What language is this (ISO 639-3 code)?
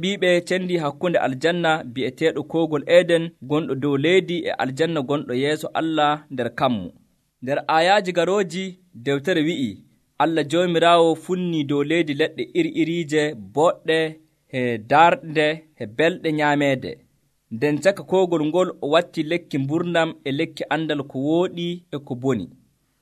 fuv